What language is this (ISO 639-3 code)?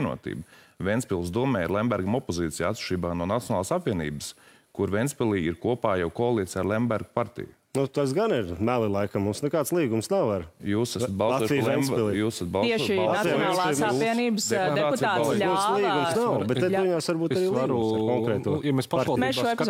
lav